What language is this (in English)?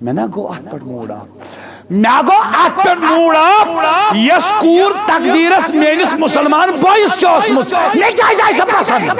Kashmiri